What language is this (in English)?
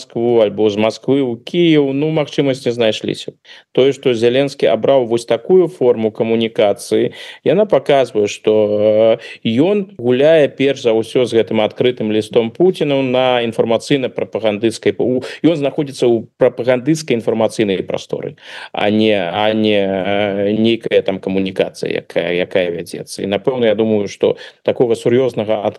Belarusian